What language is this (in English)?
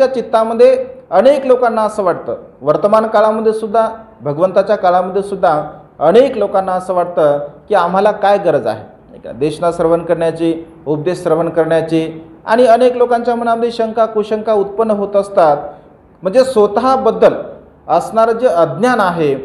Marathi